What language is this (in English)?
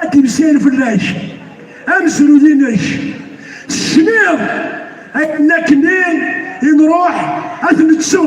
Kabyle